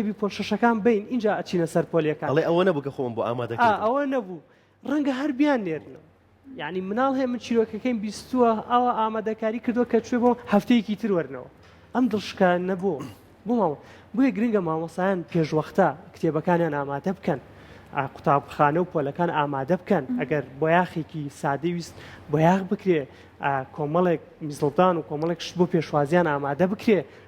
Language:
Central Kurdish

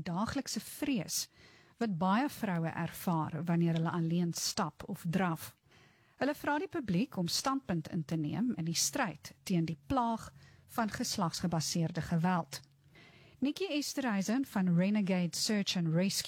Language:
Afrikaans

